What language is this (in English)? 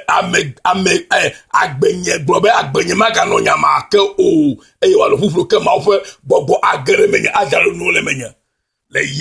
Ewe